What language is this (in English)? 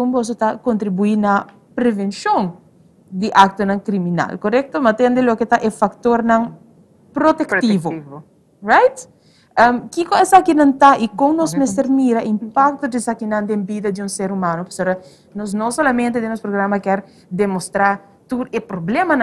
Papiamento